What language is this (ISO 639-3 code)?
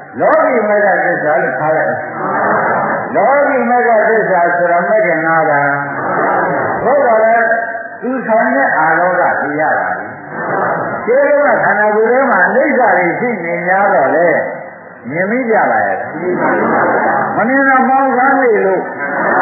mya